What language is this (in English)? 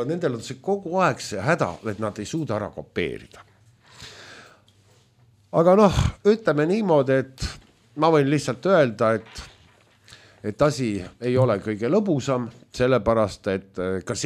Estonian